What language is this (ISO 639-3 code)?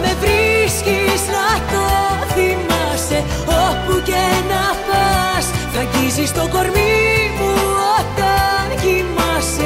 ell